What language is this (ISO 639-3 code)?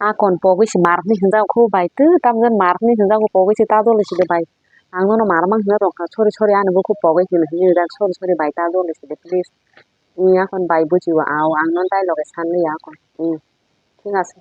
trp